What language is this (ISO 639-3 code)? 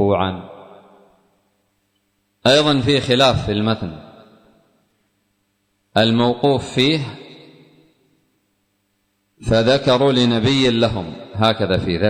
ara